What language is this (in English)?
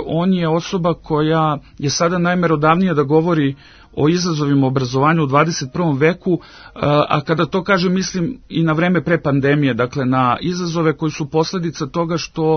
Serbian